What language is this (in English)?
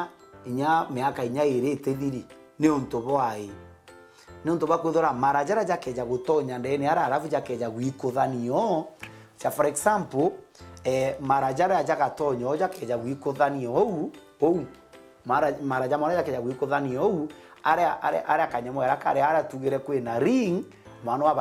Meru